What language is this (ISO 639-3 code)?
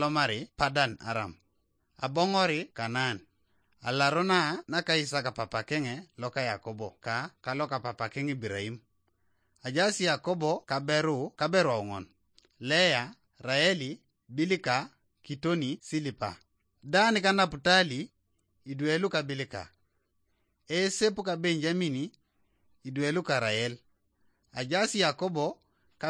teo